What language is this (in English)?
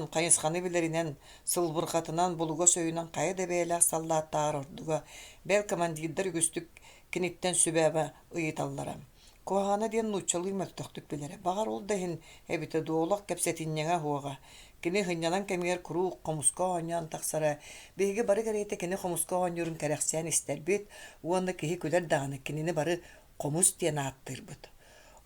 Yakut